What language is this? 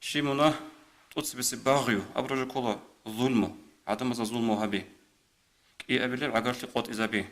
Avaric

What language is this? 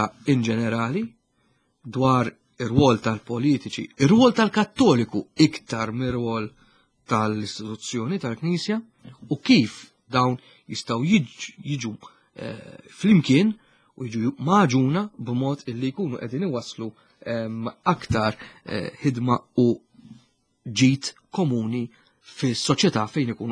Maltese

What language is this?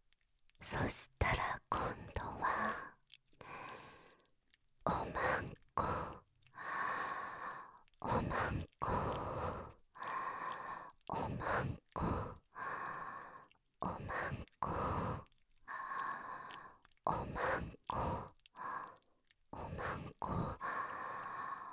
Japanese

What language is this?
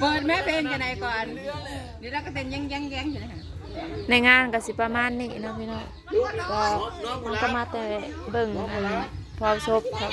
Northeastern Thai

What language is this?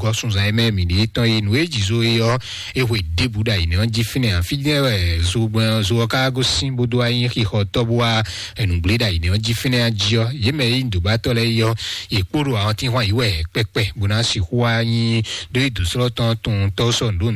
Fon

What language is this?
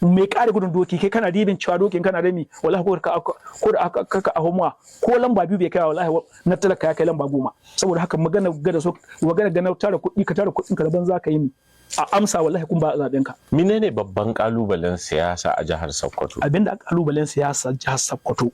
Hausa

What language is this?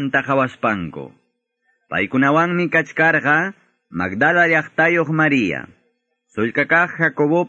Quechua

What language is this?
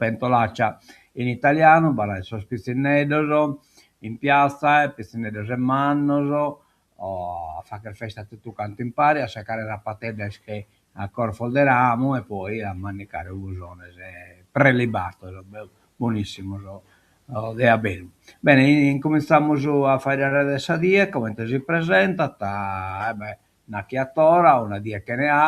Sardinian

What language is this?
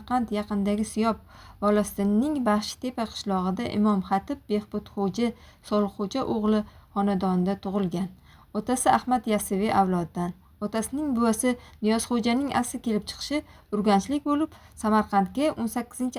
Uzbek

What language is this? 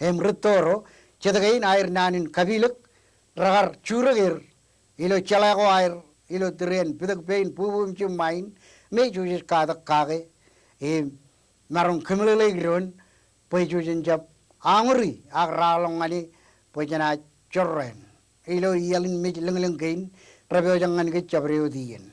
Marshallese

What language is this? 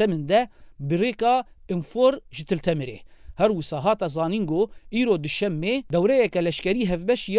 Kurdish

